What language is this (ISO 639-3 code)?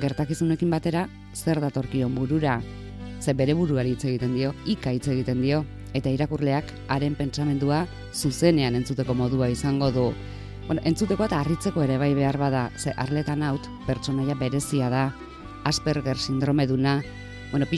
eus